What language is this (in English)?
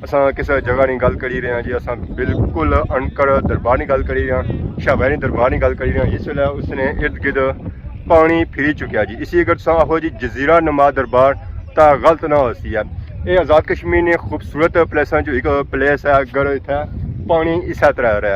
Pahari-Potwari